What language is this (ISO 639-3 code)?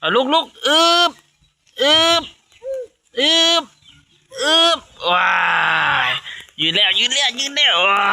lao